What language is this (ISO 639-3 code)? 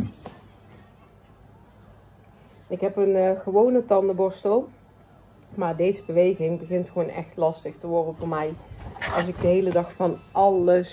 nld